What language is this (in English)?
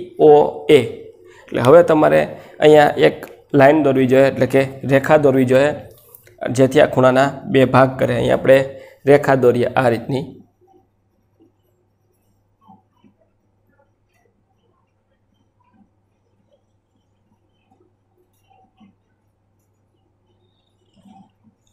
Gujarati